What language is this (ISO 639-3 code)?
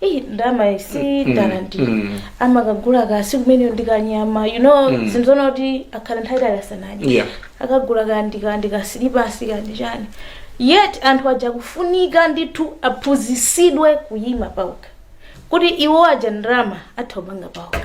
nya